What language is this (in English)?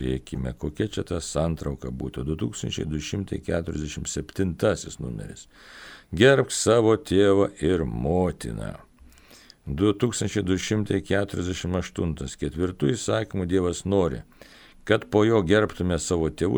Lithuanian